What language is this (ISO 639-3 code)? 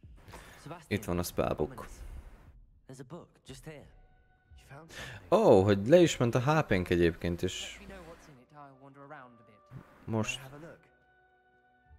hun